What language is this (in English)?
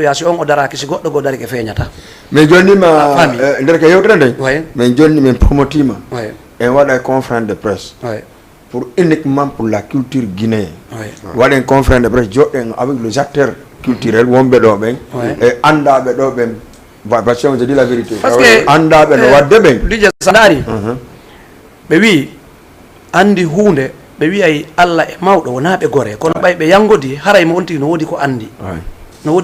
Fula